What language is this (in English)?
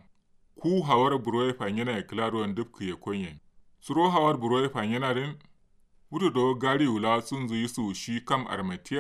Kanuri